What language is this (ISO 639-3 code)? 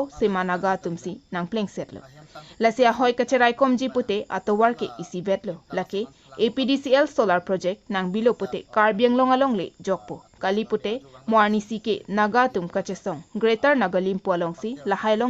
mjw